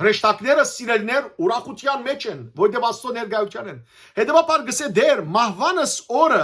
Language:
Western Armenian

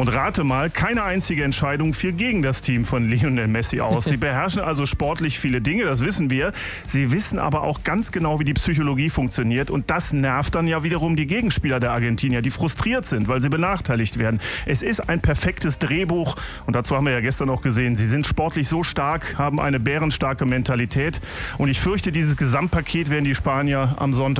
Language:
German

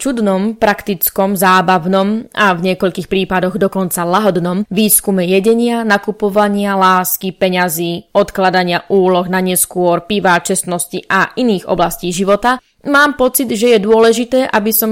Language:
Slovak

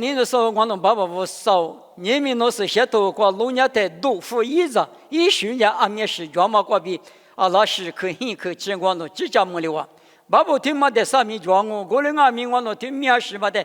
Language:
Lisu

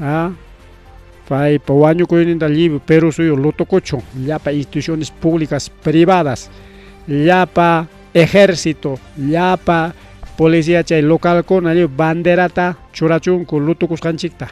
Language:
Ayacucho Quechua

